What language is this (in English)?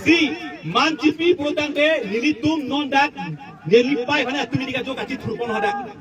Karbi